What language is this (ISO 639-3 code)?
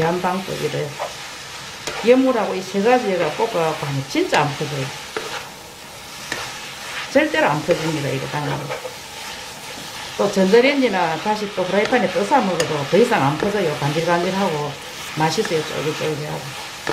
kor